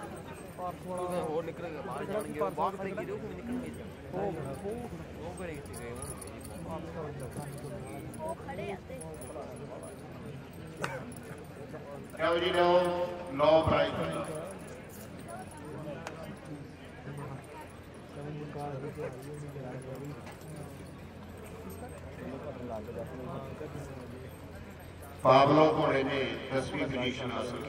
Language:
Punjabi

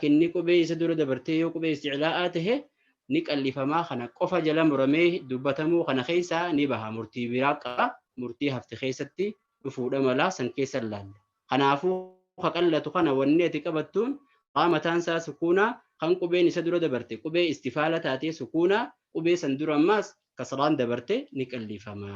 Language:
Oromo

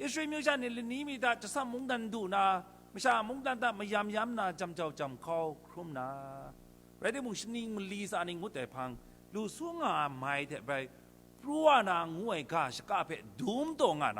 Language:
Kachin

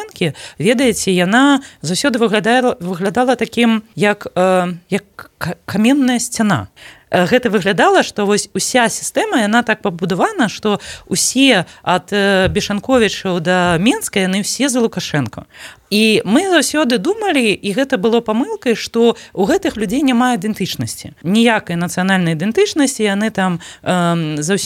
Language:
Belarusian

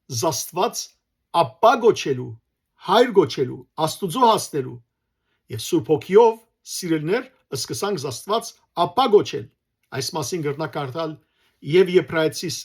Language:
Western Armenian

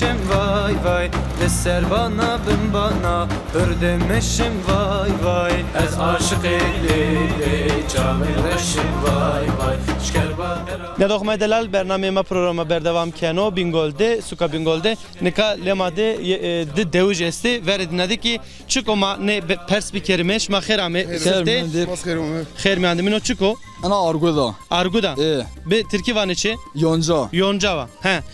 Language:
Zaza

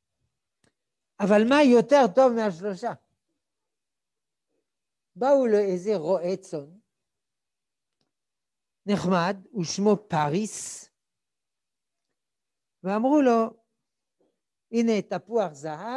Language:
Hebrew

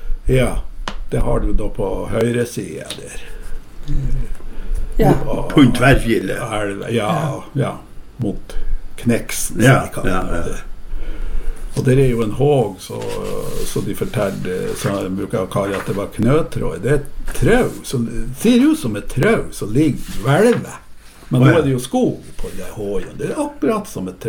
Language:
Norwegian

